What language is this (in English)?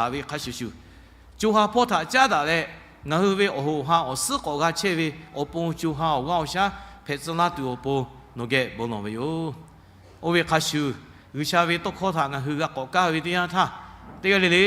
Lahu